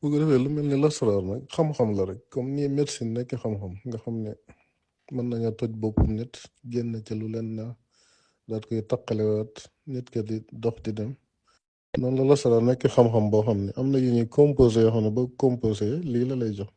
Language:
Wolof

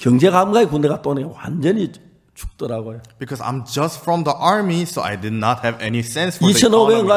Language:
Korean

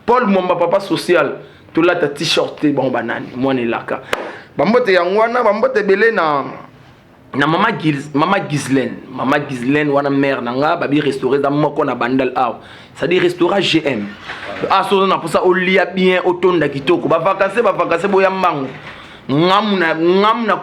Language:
Lingala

